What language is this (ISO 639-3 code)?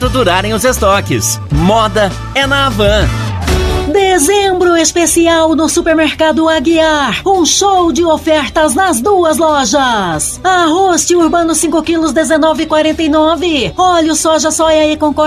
por